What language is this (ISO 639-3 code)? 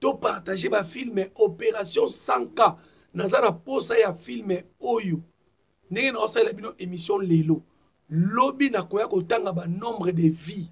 lin